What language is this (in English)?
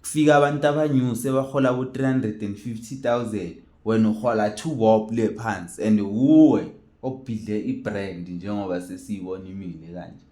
Zulu